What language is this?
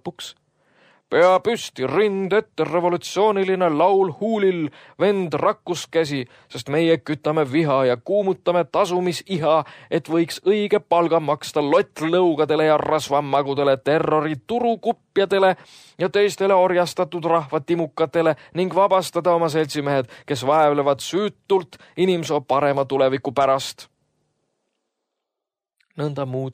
Estonian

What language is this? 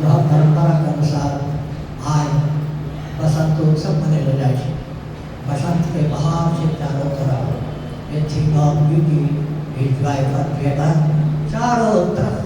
Angika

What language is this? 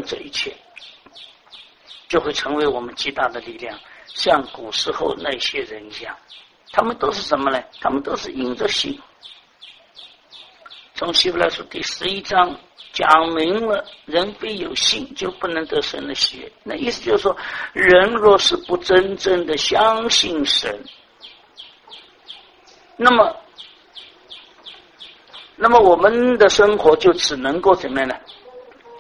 Chinese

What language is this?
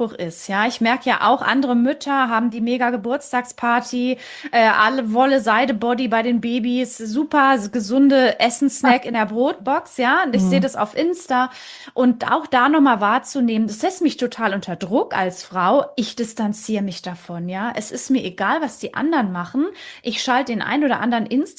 German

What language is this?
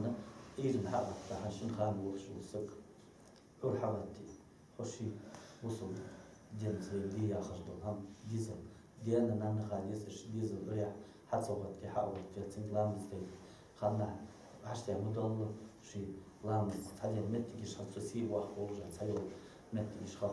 Ingush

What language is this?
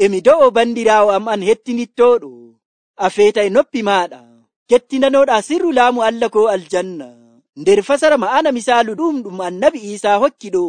Nigerian Fulfulde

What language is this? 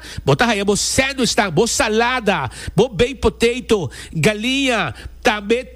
Papiamento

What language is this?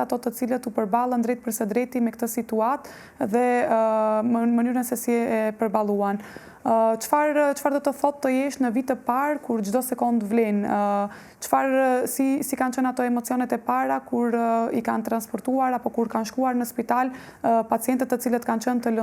Albanian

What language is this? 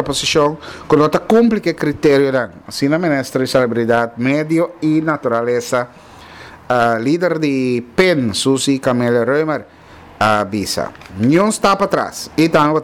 Papiamento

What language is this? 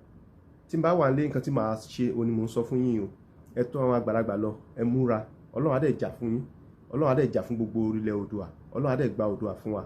Yoruba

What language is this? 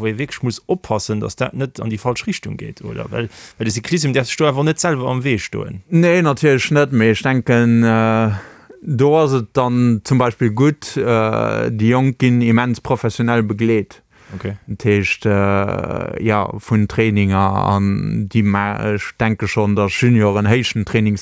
Luxembourgish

